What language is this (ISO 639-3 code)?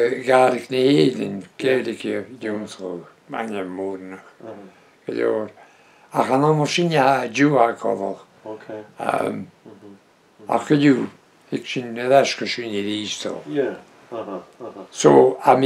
bre